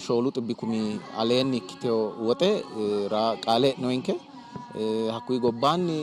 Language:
Sidamo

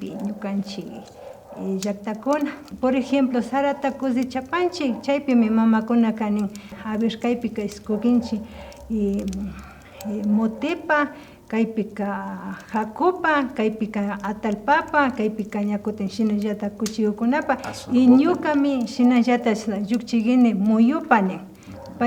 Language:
Imbabura Highland Quichua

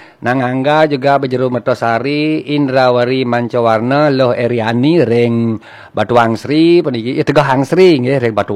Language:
Balinese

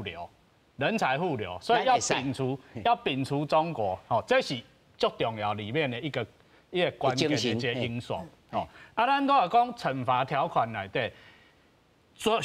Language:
Min Nan Chinese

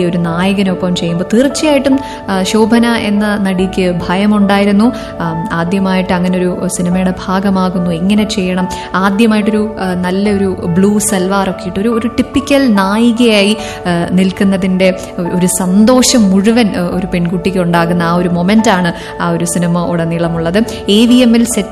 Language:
Malayalam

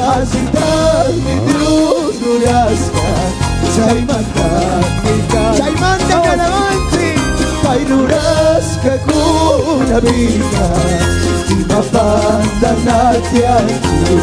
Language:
Chimborazo Highland Quichua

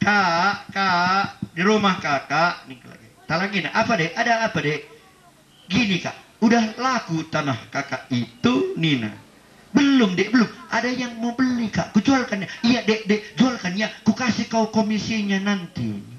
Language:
Batak Karo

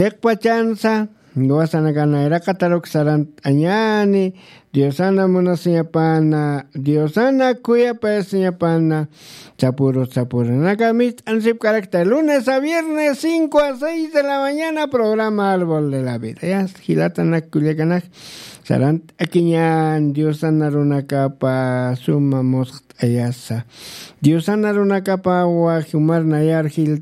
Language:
Aymara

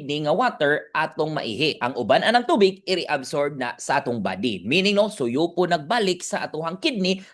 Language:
Cebuano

